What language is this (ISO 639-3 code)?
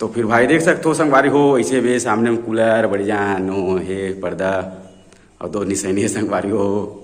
hne